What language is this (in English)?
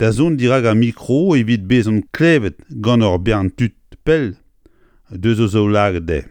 Breton